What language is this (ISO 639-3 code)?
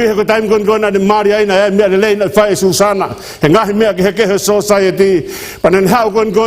ton